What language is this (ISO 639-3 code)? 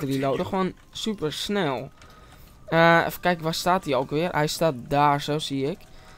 nld